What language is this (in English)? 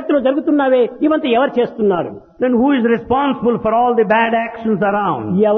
Telugu